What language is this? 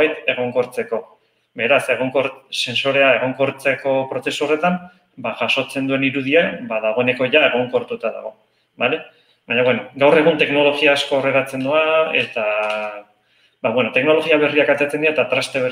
Basque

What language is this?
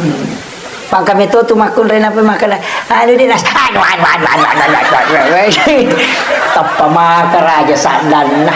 Buginese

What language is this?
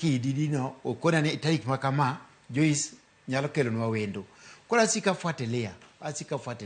Luo (Kenya and Tanzania)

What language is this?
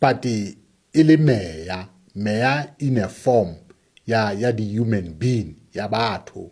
Southern Sotho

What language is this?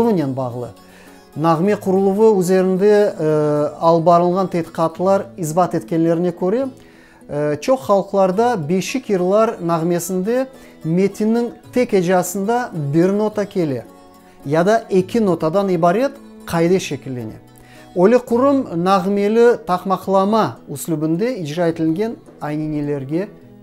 Crimean Tatar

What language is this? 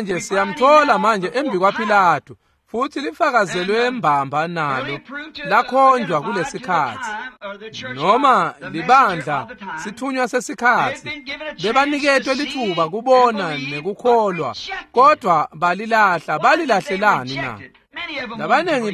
Swati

